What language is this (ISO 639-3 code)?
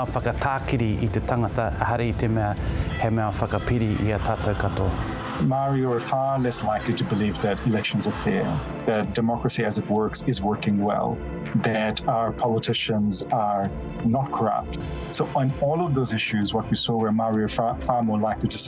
mri